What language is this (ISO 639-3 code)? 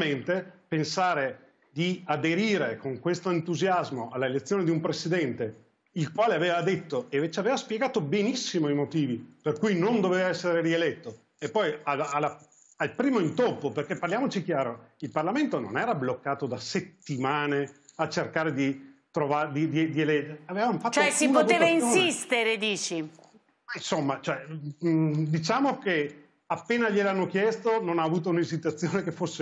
ita